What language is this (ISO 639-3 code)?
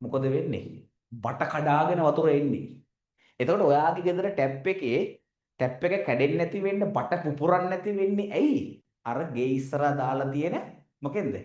sin